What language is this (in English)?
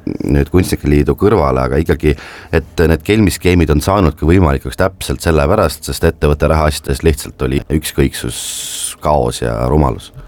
Estonian